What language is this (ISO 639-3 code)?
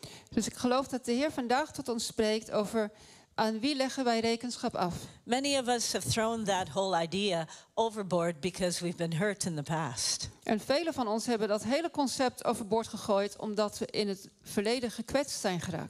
nld